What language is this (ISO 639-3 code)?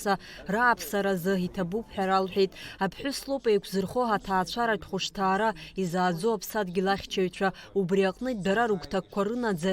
abk